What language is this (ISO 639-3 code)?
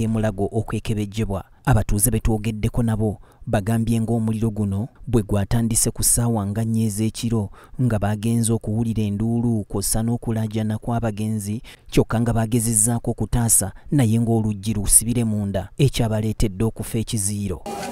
lug